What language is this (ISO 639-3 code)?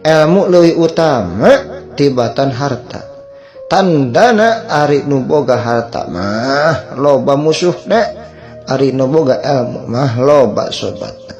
sun